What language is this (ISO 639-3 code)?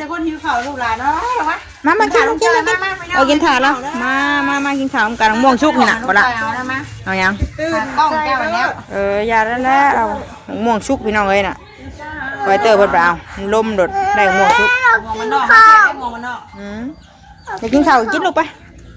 tts